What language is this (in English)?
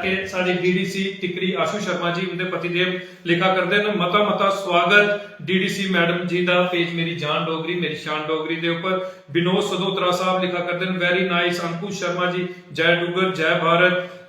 Dogri